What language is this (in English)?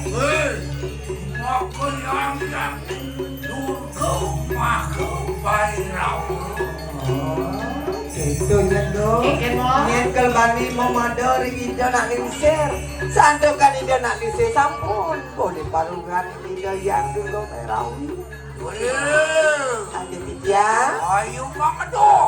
Balinese